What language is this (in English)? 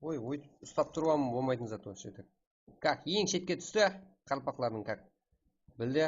Kara-Kalpak